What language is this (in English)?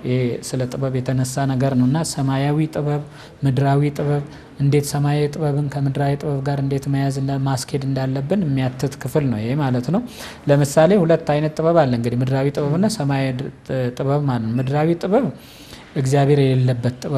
Amharic